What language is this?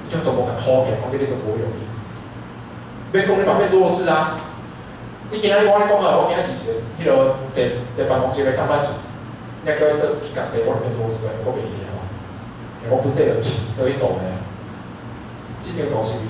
Min Nan Chinese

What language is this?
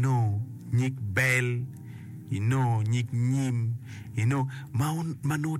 Acoli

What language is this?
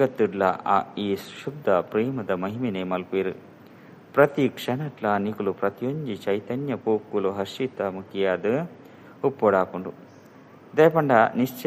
Tulu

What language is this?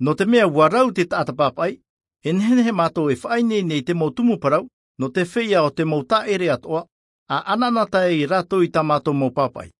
Tahitian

